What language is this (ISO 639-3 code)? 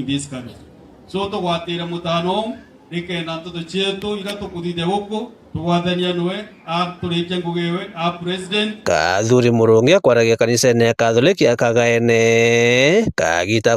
mer